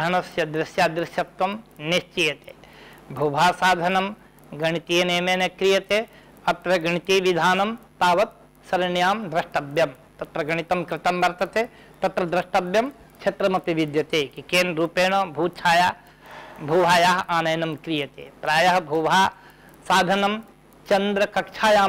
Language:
Sanskrit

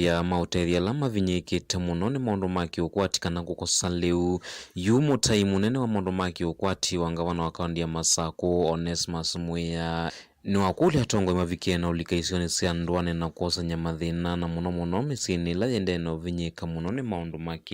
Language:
Kamba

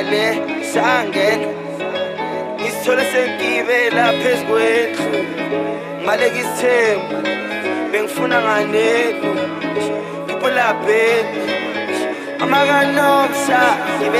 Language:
Zulu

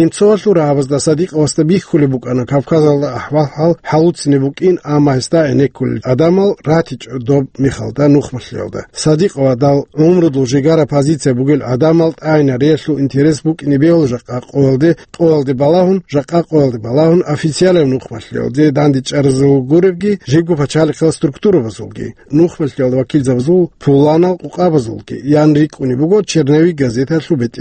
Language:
Avaric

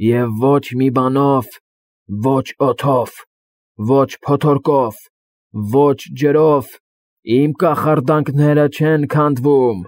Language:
Armenian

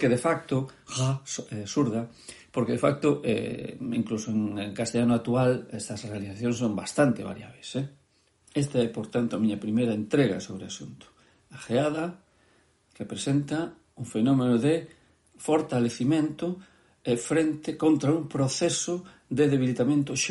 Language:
Galician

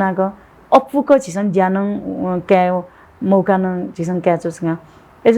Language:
Newari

